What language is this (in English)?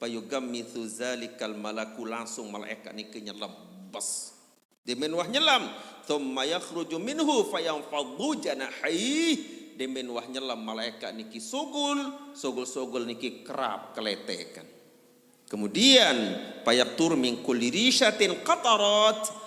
Sasak